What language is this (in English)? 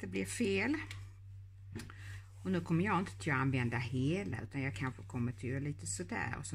Swedish